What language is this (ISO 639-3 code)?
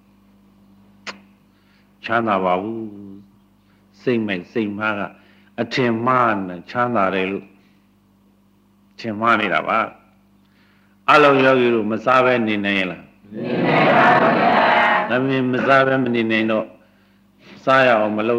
mya